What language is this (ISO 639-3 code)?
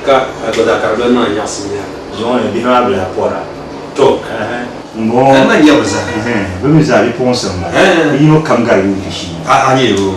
dag